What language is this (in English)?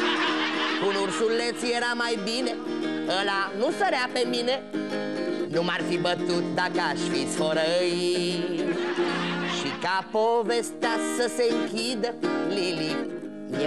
Romanian